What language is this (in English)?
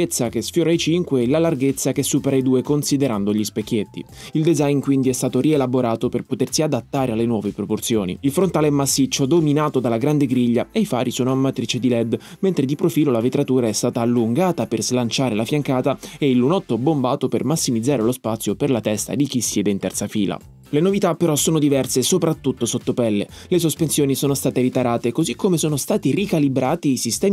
Italian